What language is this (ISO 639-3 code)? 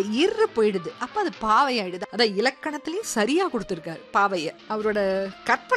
tam